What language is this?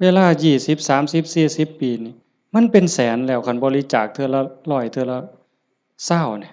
Lao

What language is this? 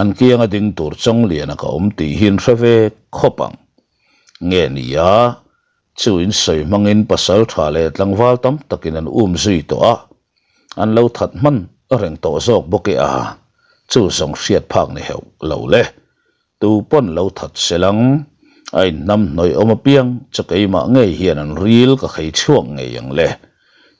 Mizo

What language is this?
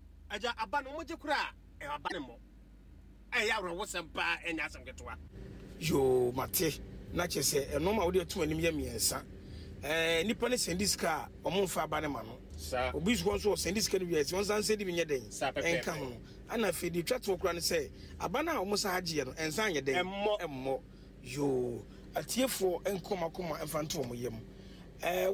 Akan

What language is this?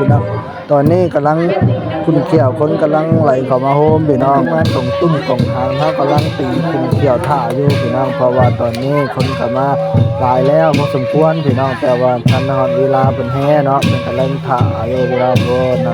Northeastern Thai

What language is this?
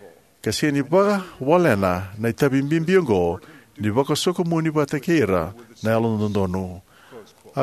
Fijian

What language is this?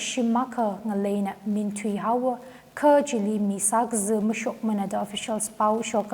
Tangkhul Naga (India)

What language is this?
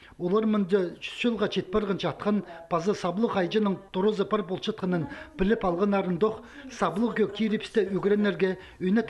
Khakas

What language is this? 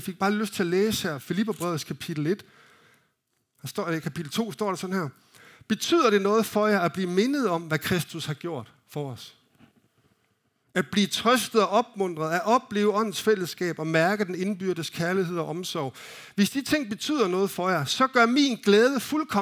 Danish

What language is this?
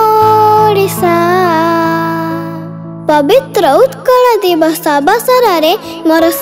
Odia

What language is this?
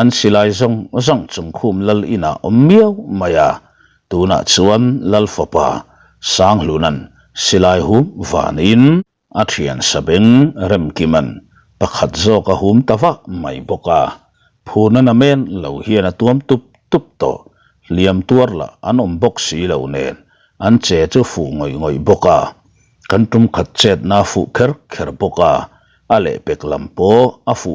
Mizo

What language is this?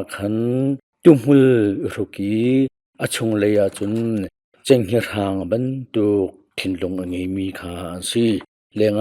Hakha Chin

